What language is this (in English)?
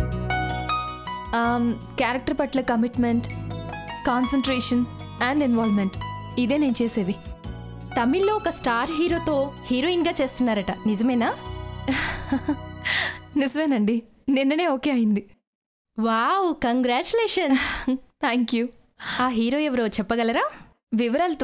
Telugu